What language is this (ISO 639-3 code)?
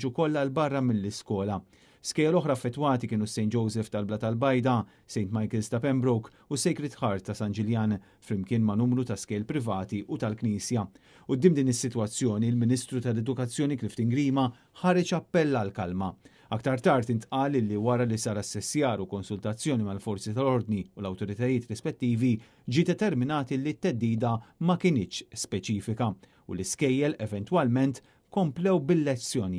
mlt